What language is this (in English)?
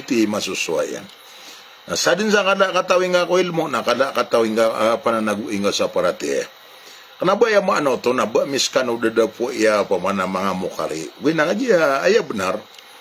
Maranao